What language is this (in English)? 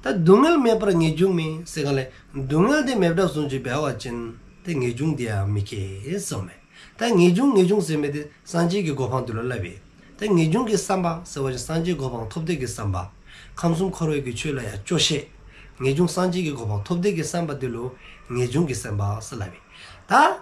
Dzongkha